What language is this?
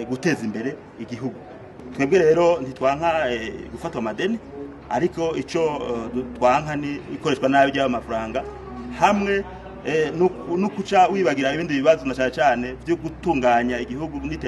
Rundi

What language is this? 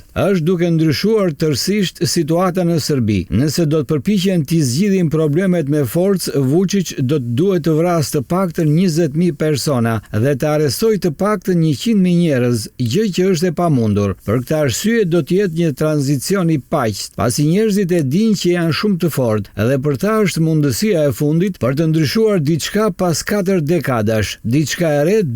Albanian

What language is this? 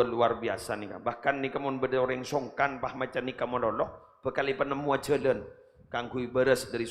Madurese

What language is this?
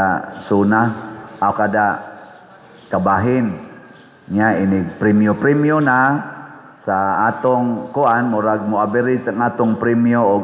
Cebuano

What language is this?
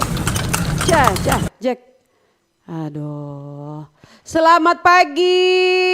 Manado Malay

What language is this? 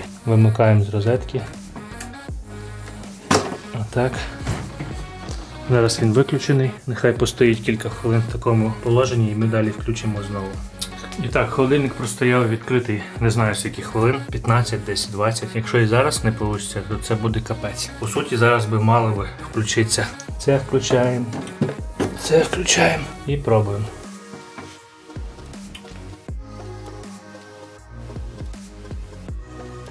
Ukrainian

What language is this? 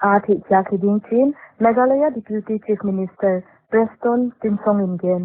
Paite Chin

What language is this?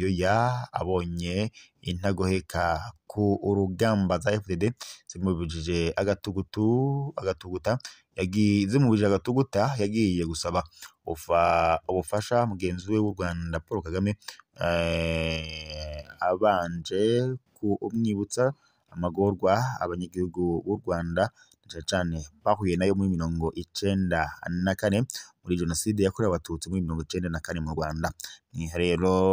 Rundi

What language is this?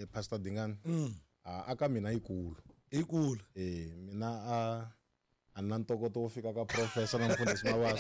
Tsonga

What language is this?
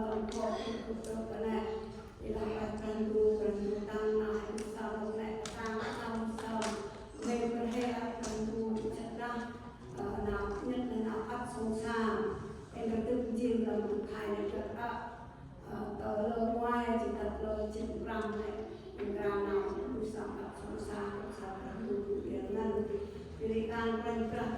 Central Mnong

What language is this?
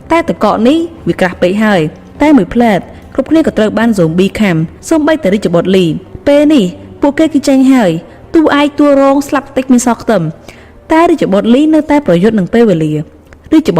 Khmer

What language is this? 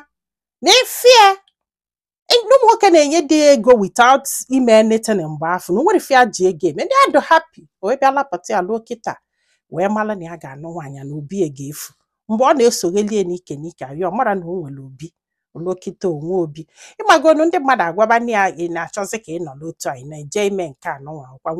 Igbo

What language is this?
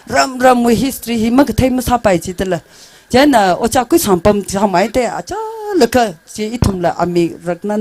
Tangkhul Naga (India)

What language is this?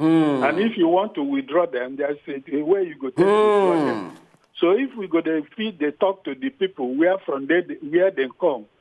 Nigerian Pidgin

